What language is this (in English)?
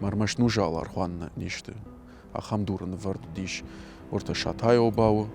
Ossetic